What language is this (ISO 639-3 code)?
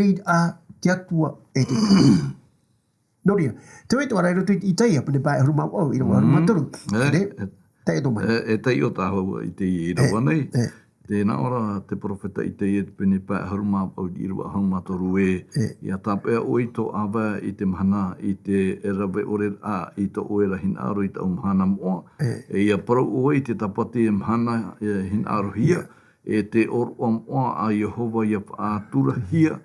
tah